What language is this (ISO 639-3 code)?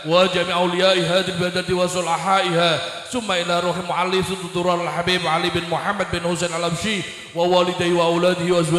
ara